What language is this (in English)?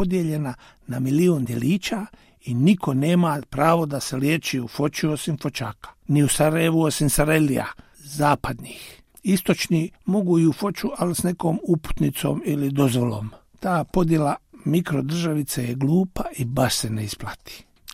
Bosnian